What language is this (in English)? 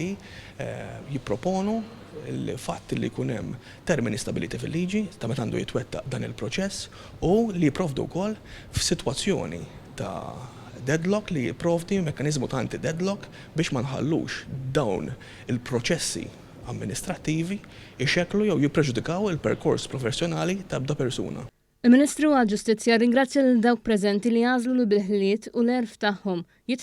Maltese